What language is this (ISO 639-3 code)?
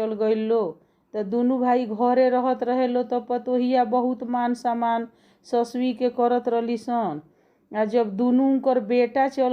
bho